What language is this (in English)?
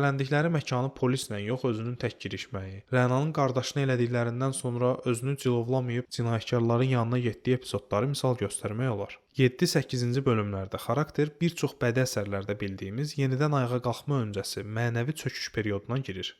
Azerbaijani